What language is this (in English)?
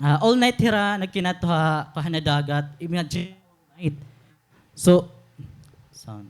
Waray